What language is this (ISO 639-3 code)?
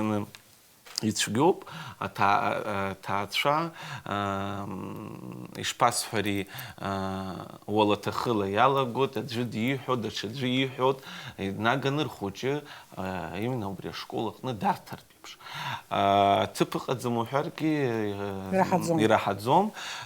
abk